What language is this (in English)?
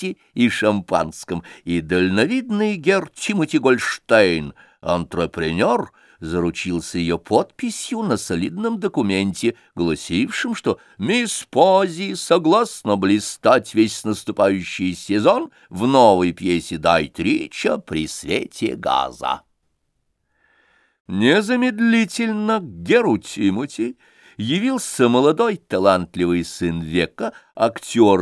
Russian